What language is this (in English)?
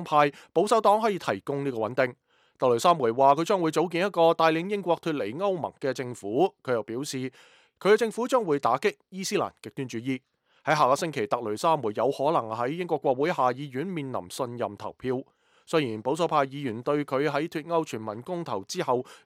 Cantonese